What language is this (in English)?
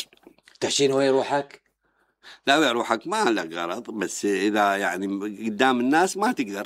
Mesopotamian Arabic